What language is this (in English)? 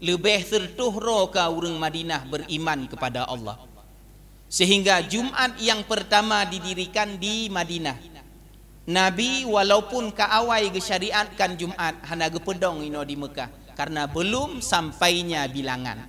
Achinese